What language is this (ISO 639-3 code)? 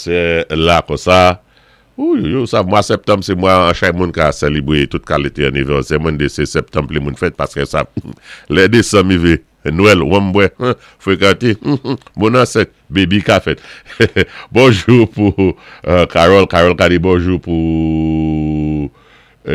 acf